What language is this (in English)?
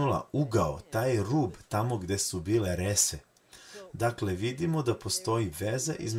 Serbian